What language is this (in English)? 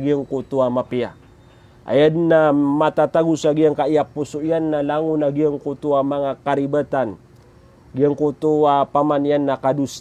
Maranao